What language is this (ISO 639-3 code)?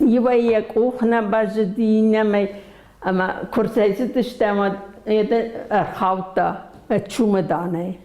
oss